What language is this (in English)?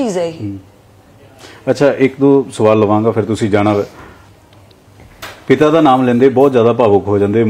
Punjabi